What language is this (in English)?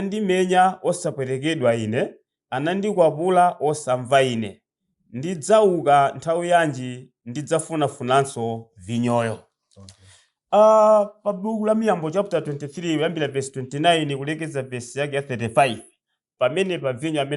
Nyanja